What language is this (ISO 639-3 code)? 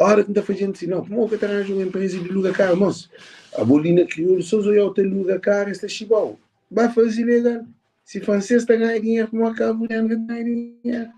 kea